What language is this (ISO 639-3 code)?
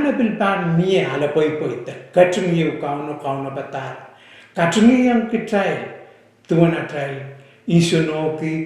pon